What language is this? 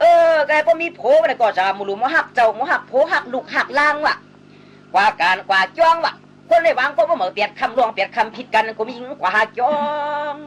Shan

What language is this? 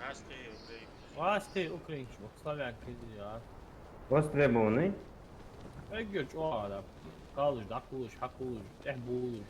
Ingush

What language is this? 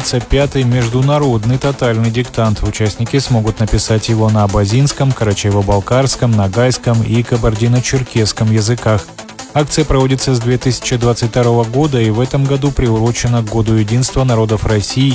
Russian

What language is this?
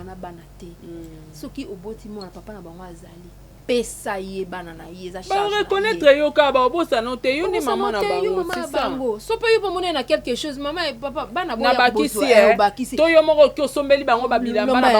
Lingala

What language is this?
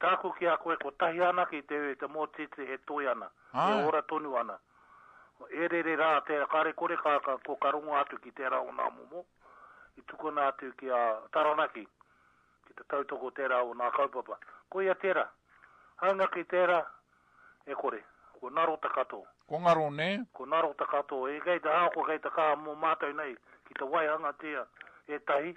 Māori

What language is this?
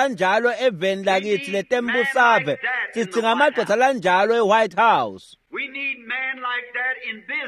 Swati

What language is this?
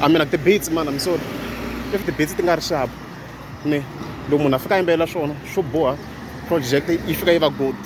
Tsonga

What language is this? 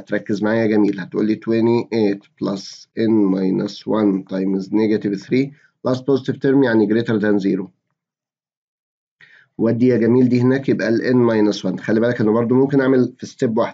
Egyptian Arabic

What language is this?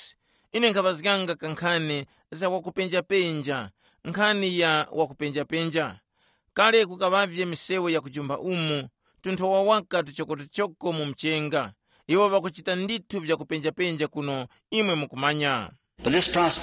Tumbuka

